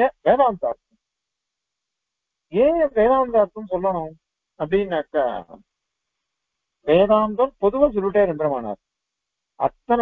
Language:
Tamil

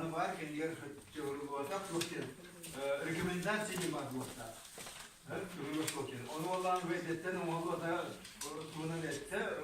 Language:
Yakut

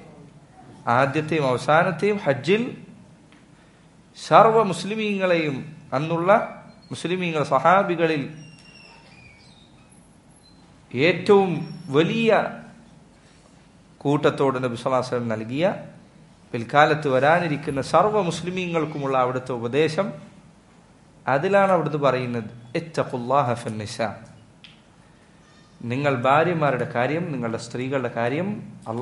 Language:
Malayalam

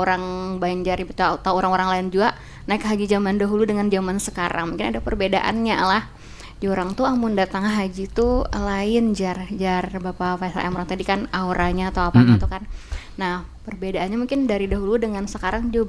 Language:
Banjar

